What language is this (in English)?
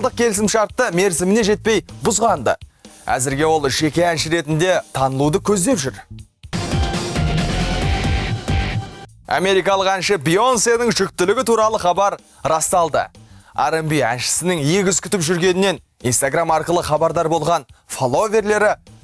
Kazakh